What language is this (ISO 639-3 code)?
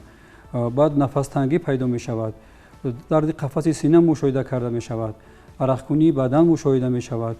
tgk